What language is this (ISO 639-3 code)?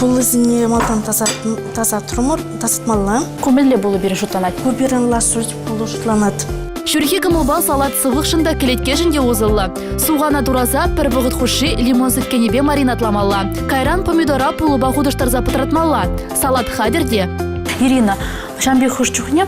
chv